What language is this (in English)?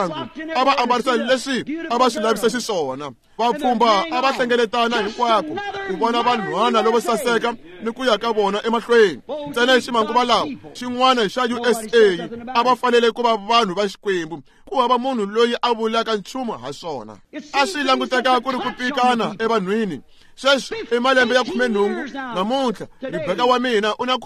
Tsonga